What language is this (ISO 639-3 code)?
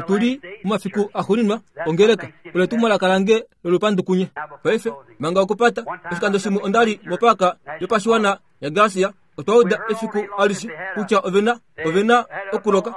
kua